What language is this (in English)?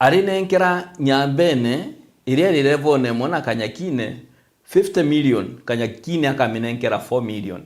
Meru